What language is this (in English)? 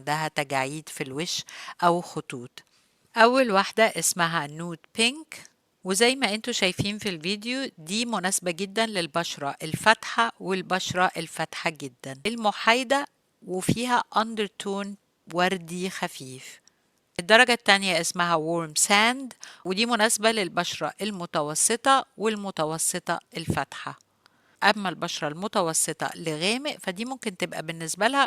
Egyptian Arabic